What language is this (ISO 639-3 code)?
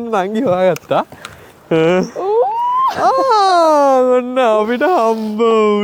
sin